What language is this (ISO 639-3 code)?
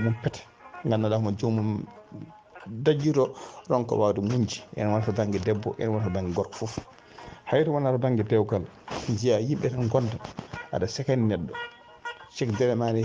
ful